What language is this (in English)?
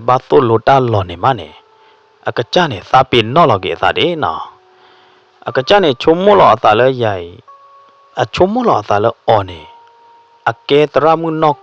S'gaw Karen